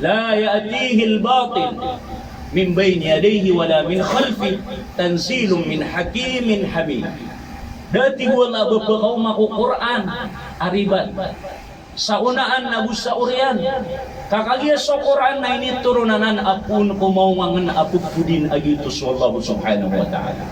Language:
Maranao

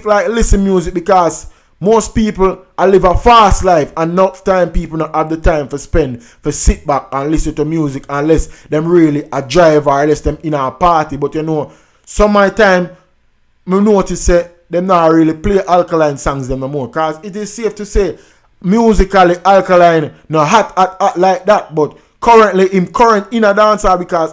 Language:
Jamaican Creole English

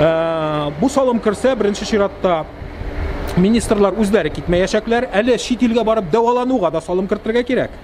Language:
Tatar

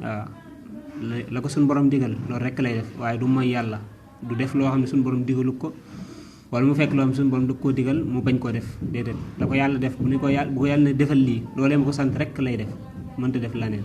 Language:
Wolof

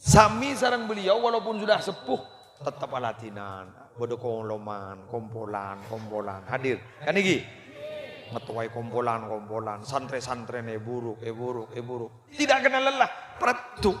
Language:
Madurese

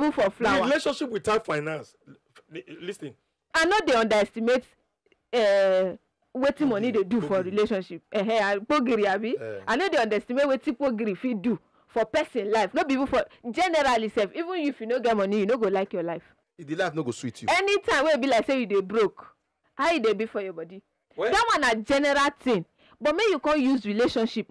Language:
Nigerian Pidgin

